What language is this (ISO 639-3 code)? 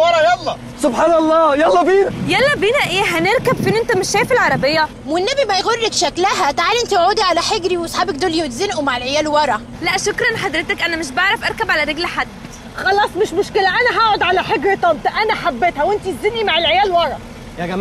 arz